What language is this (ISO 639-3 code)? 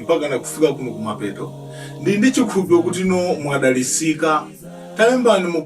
nya